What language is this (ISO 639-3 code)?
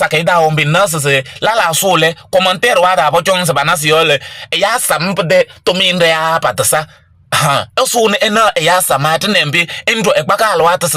kbp